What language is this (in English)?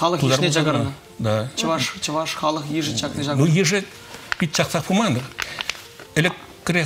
Chuvash